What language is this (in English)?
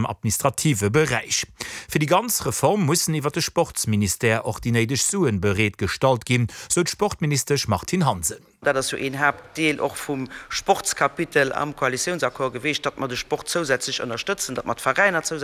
Luxembourgish